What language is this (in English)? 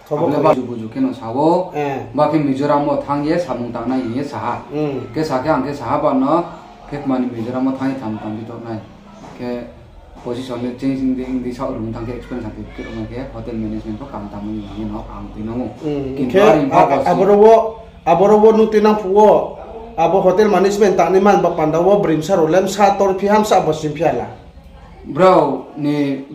Riang (India)